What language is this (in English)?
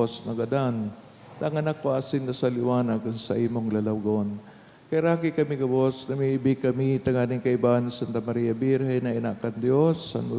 Bikol